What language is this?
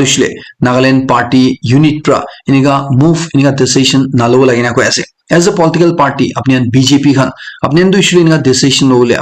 Naga Pidgin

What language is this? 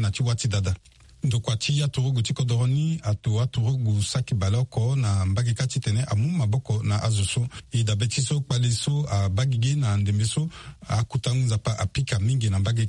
Sango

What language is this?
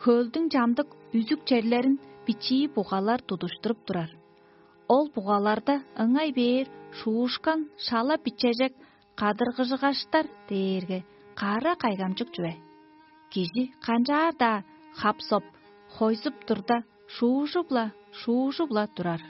Tuvinian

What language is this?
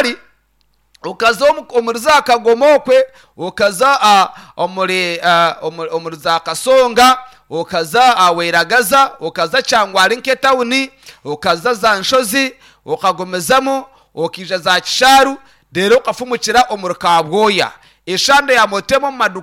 Nyankole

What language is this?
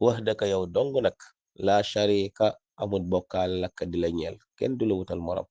Wolof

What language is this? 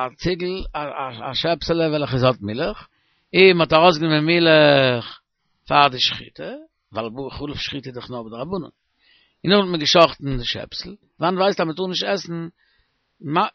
Yiddish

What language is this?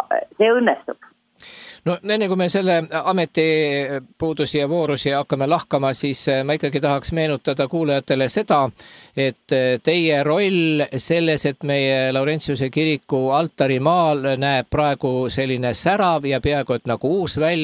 Estonian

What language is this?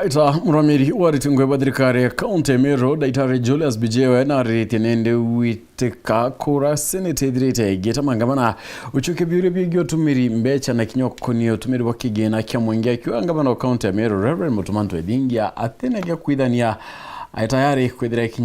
Meru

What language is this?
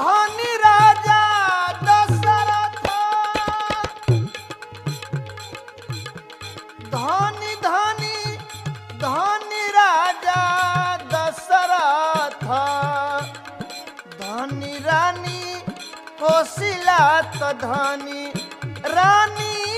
Bhojpuri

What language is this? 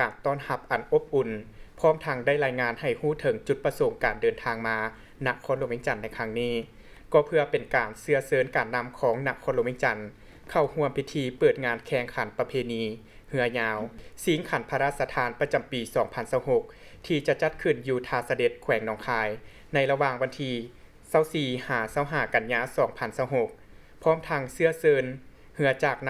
Lao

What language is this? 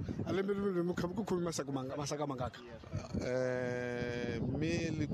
Tsonga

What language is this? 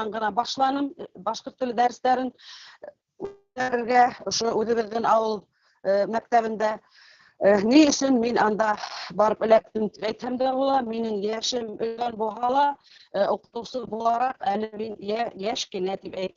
Bashkir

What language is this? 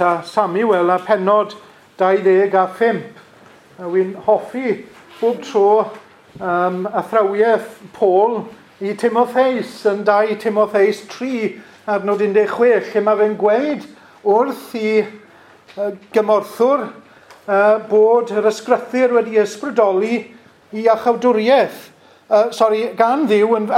Welsh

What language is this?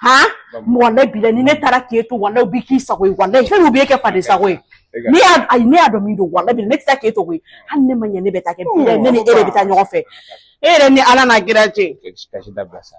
Bambara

